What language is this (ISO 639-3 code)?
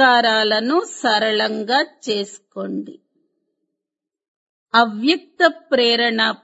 tel